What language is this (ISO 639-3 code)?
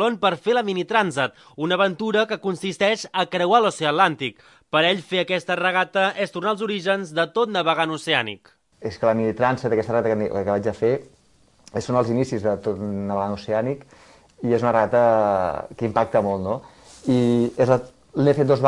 cat